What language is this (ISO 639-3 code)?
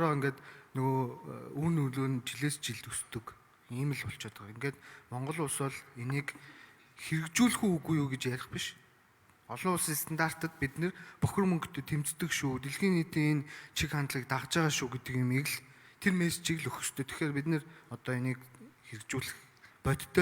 mon